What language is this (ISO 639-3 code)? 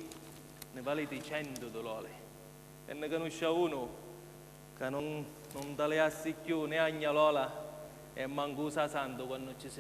scn